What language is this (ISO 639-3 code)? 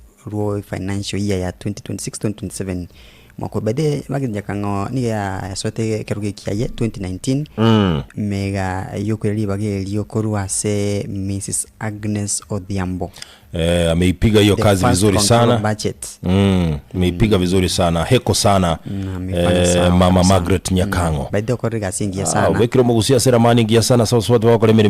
guz